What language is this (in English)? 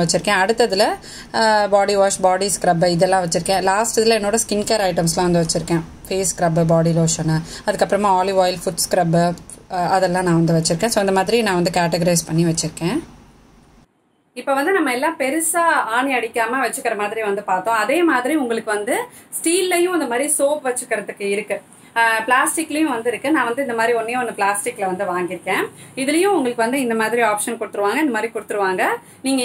Tamil